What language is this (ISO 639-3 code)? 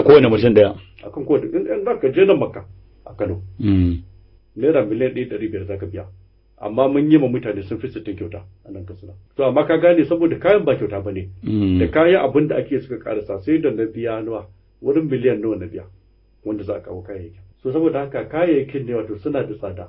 hau